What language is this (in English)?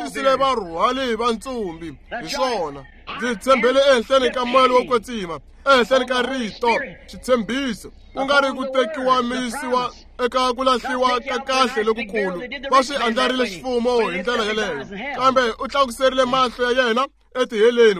Tsonga